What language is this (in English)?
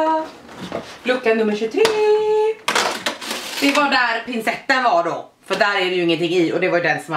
Swedish